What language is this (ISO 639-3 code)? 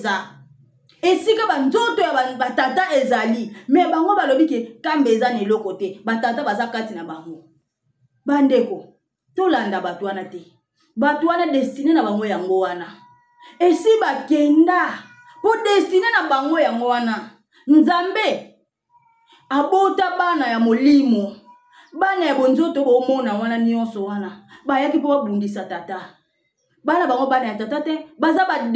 lin